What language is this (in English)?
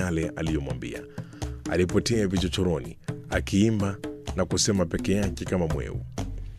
Swahili